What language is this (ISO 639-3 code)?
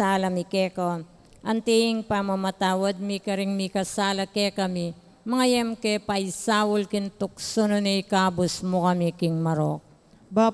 pam